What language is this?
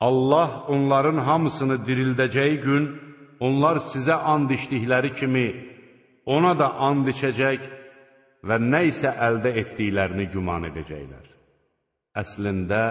Azerbaijani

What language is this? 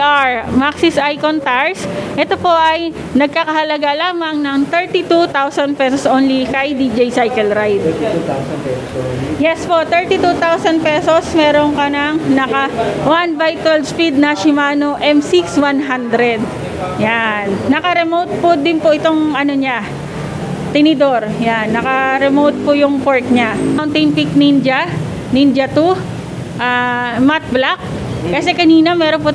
Filipino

